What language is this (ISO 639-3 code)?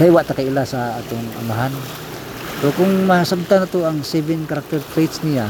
ceb